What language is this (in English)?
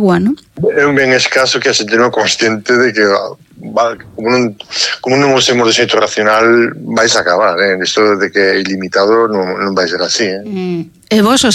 Galician